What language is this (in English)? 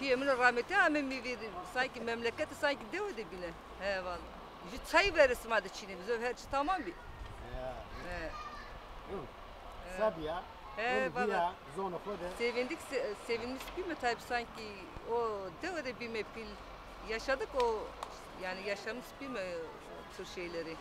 Zaza